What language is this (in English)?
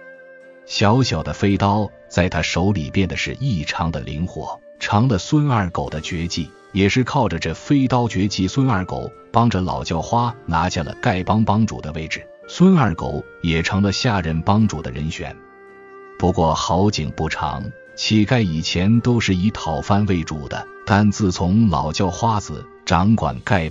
Chinese